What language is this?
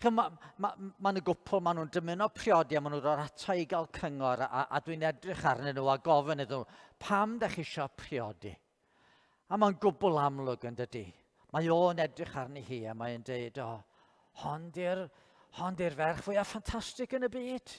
Welsh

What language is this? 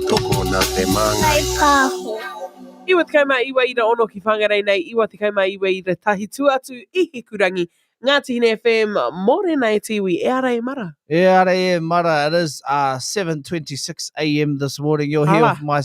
Māori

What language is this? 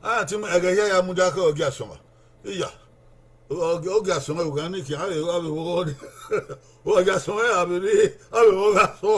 Bini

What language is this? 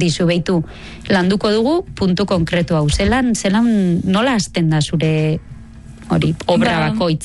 Basque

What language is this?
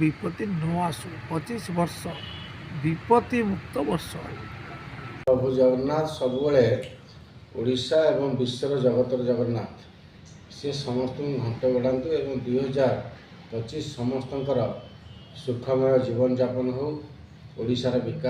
Odia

